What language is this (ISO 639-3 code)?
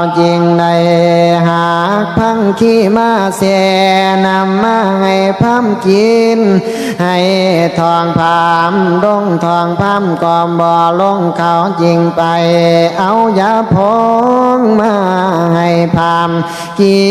tts